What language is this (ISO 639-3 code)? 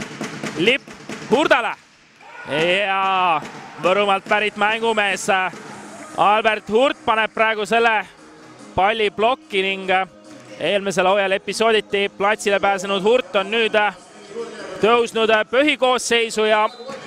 est